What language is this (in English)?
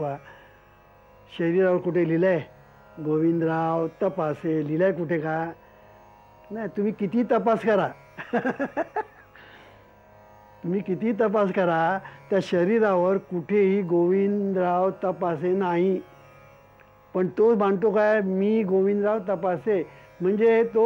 Marathi